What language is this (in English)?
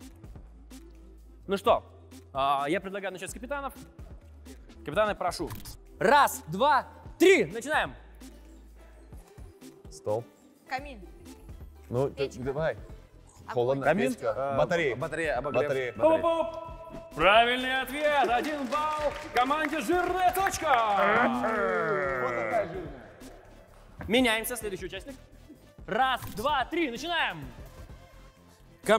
Russian